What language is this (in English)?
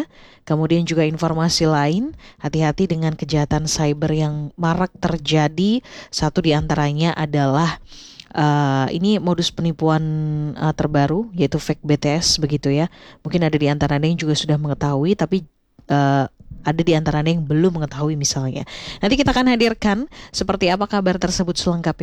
Indonesian